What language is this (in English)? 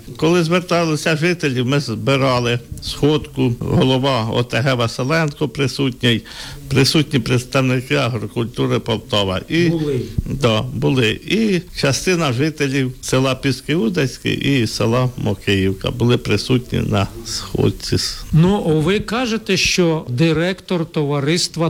Ukrainian